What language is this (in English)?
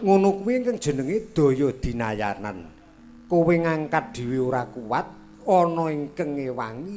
Javanese